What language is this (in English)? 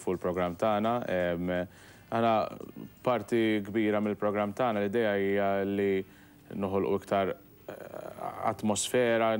Maltese